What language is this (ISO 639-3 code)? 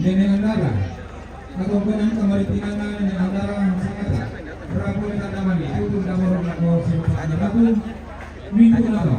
sda